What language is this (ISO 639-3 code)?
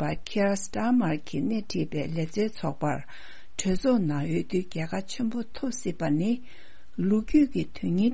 bod